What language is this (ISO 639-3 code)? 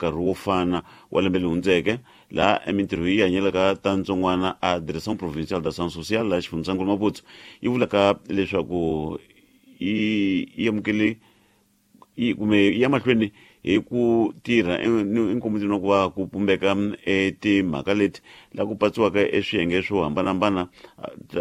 tso